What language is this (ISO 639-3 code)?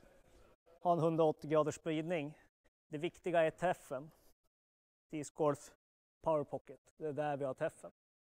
swe